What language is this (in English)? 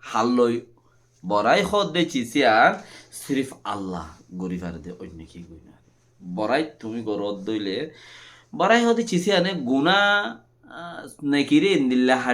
Rohingya